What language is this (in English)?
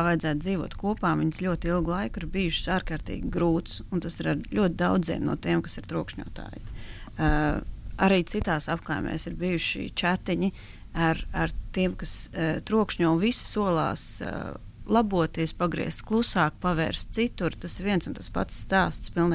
Latvian